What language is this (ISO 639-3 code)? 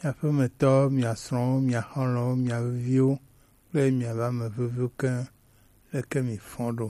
gej